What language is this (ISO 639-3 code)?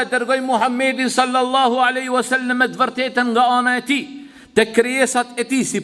sqi